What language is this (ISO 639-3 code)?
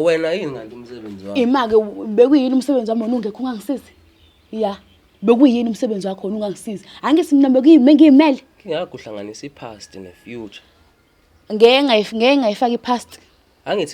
zul